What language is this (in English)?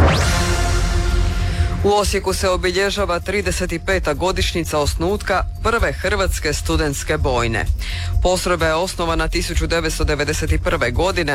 Croatian